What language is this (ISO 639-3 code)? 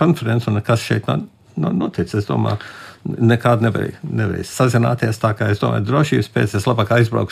lav